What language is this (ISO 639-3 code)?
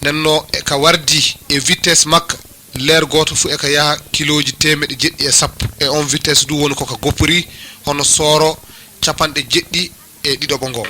ful